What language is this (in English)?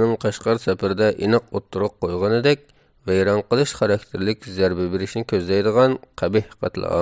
Uyghur